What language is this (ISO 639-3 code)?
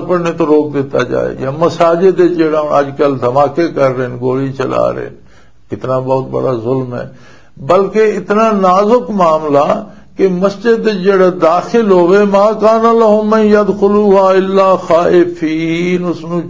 lah